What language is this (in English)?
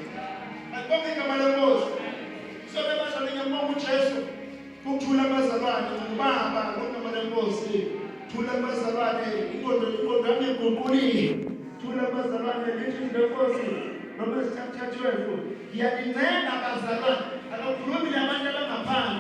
Zulu